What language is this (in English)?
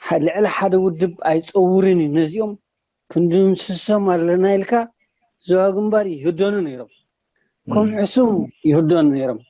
Tigrinya